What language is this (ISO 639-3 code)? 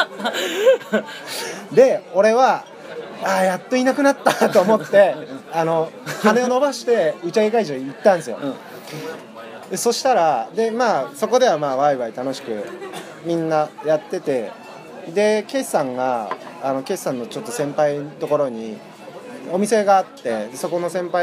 jpn